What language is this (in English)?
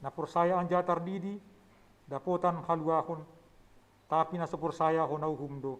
Batak Simalungun